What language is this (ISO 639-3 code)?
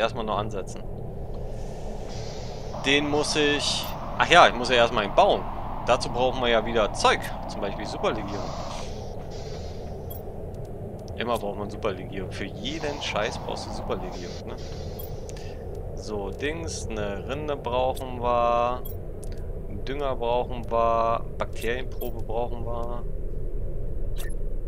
deu